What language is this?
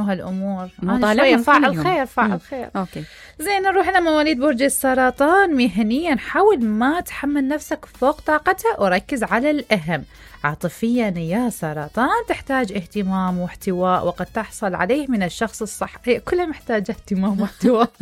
Mesopotamian Arabic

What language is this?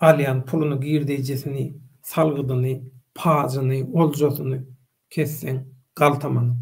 Turkmen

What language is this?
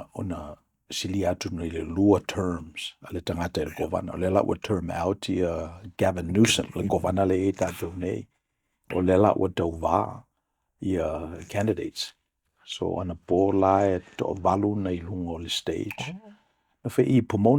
Samoan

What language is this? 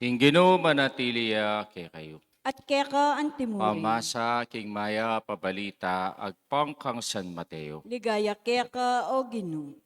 Pampanga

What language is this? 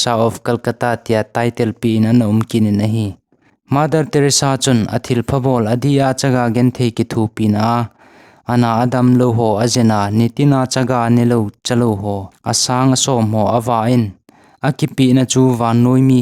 Thado Chin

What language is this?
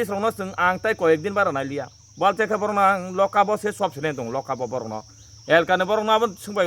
Kok Borok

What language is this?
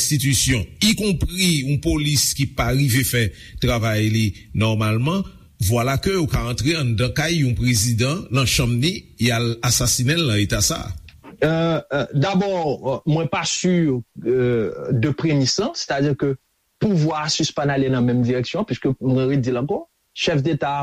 Haitian Creole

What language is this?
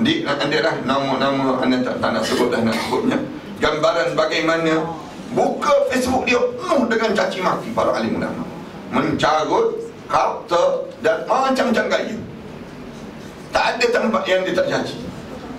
Malay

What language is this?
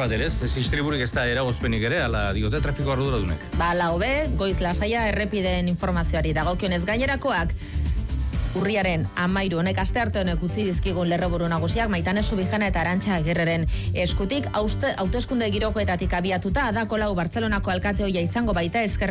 Basque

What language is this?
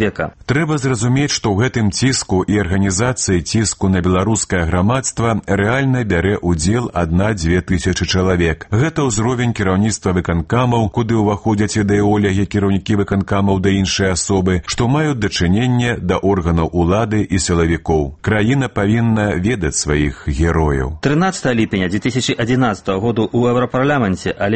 Belarusian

